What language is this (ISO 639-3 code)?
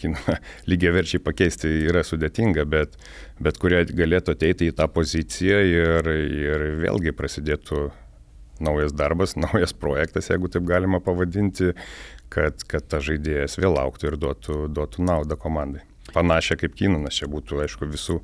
lit